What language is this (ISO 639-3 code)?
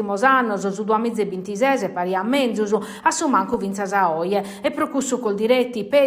srd